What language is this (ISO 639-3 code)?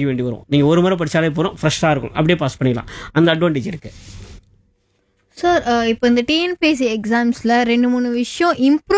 tam